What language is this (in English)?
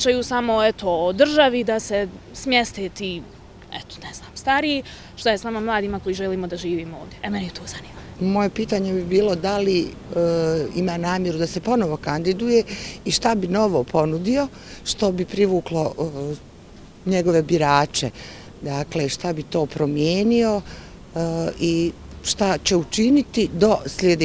Bosnian